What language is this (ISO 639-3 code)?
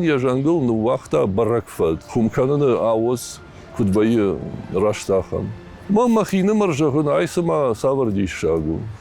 oss